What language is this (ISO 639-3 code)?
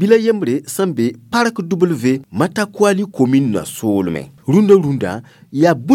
mos